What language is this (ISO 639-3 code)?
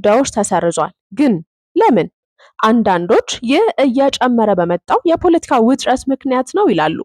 amh